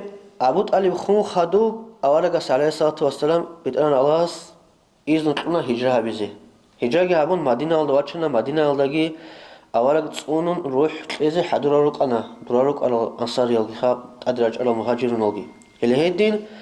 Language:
Avaric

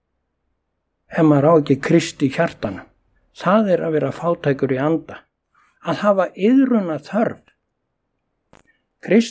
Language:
Icelandic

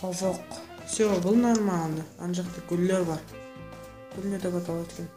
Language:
Kara-Kalpak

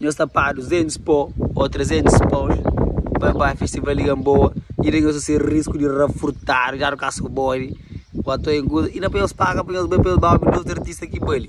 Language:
Kabuverdianu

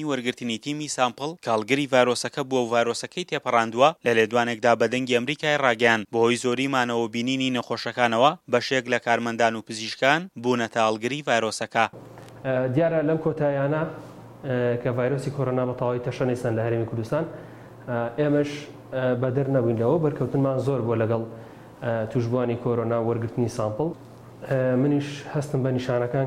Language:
Central Kurdish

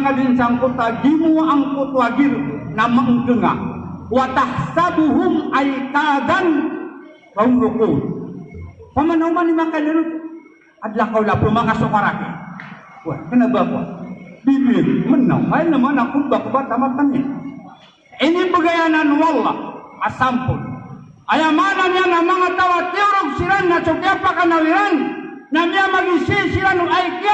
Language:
Maranao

